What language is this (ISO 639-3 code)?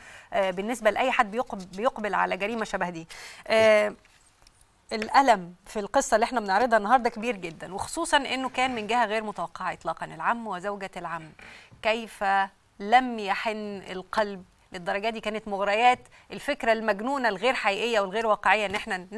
arz